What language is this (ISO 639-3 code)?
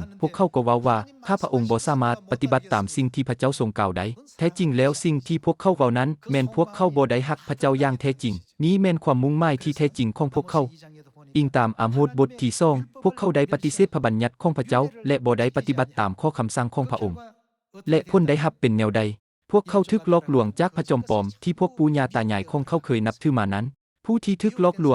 lao